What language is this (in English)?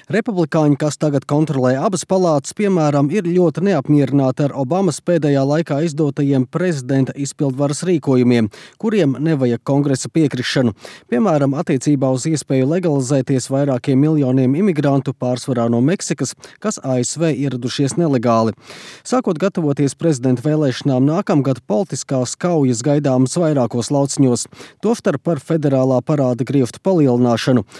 Latvian